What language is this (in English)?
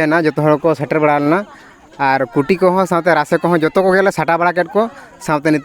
Santali